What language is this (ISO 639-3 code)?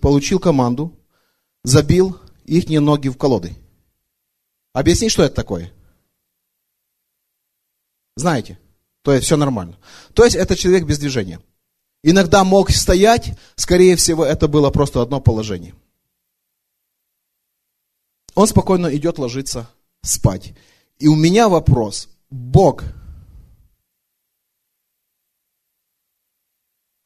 rus